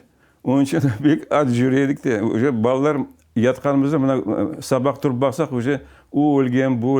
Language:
Crimean Tatar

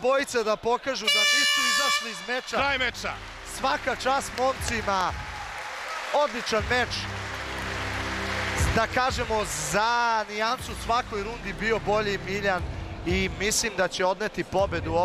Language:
Serbian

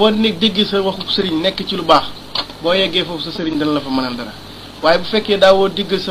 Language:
Wolof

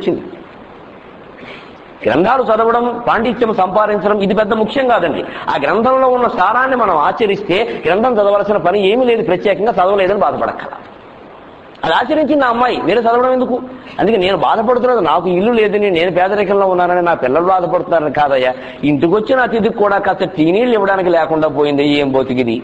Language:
Telugu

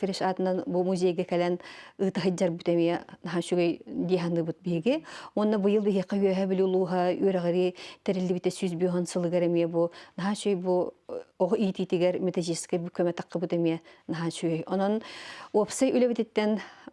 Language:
Yakut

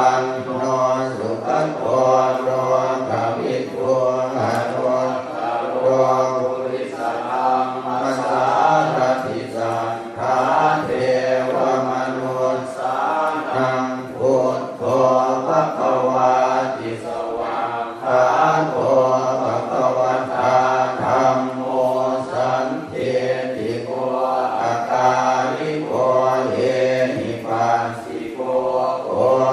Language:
Pali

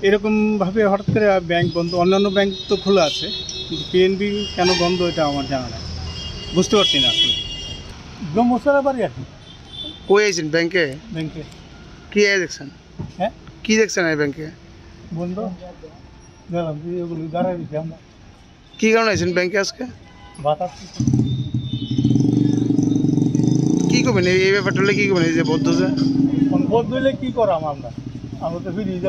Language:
Bangla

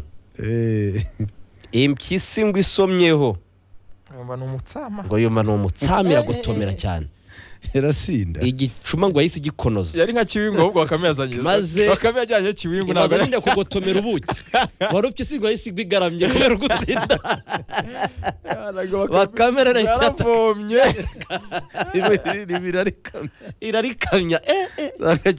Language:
Kinyarwanda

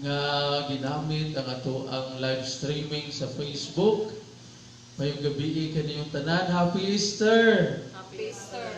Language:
Cebuano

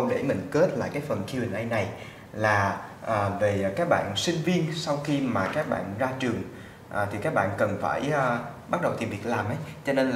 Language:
Vietnamese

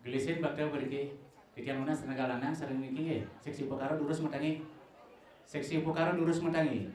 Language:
Balinese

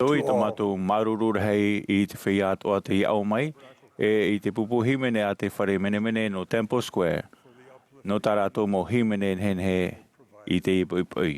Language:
Tahitian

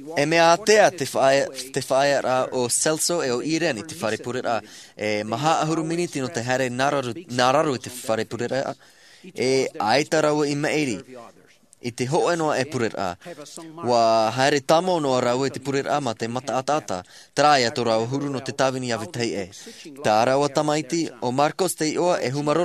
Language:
Tahitian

